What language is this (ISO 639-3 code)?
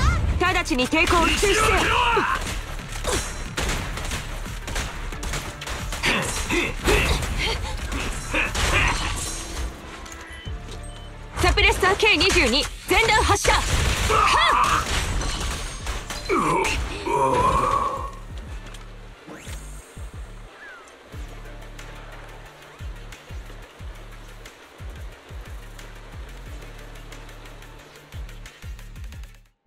jpn